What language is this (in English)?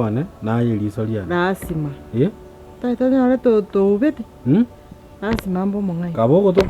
Gusii